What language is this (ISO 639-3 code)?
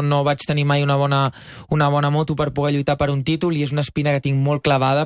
cat